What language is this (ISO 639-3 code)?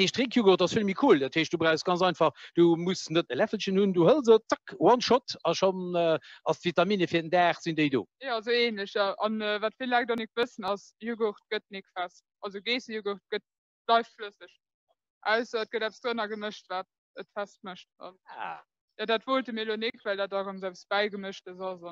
ltz